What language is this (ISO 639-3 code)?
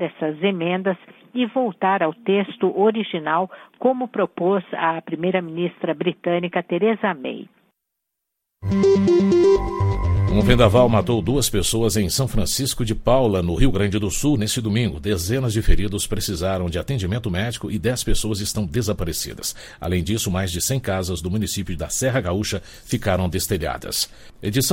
por